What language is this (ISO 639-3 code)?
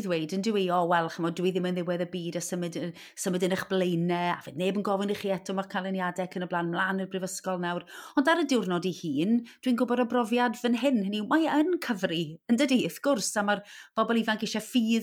cym